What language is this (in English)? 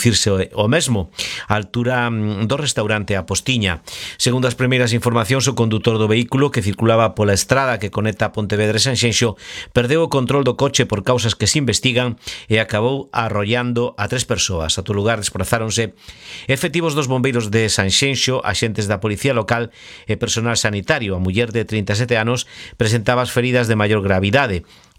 Galician